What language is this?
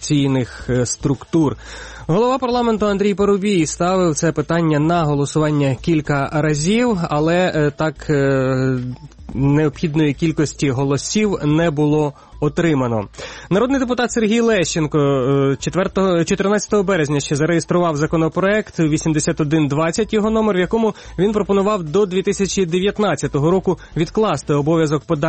Ukrainian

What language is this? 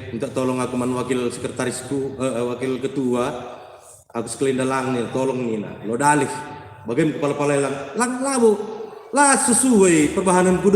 Batak Karo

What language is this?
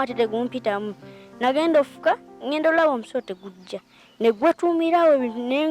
Ganda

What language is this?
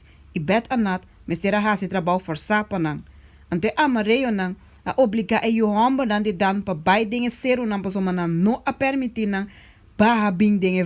Papiamento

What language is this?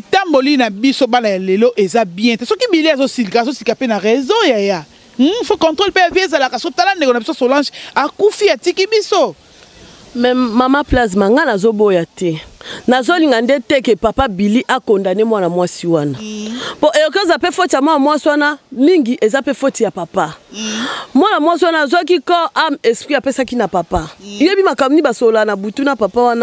Lingala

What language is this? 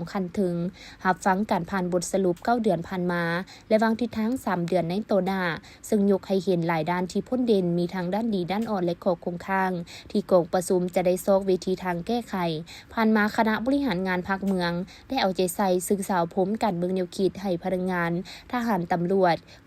Lao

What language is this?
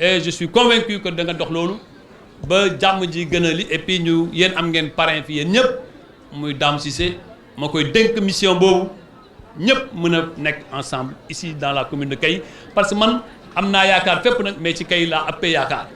Wolof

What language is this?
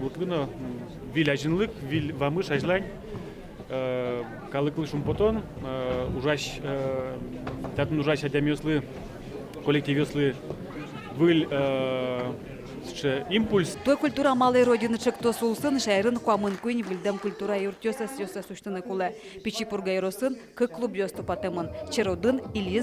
Udmurt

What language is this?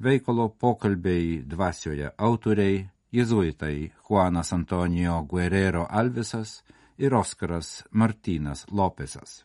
Lithuanian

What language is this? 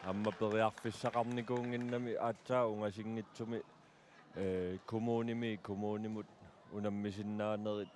Kalaallisut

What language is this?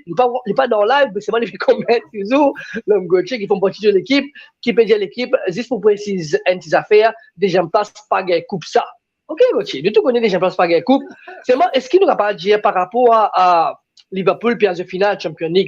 Morisyen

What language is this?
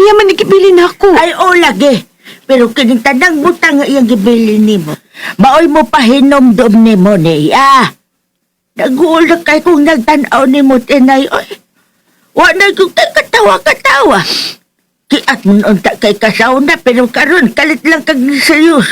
Cebuano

